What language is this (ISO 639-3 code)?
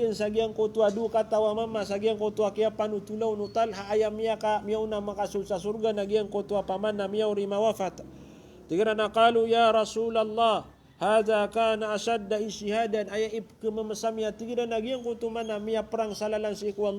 mrw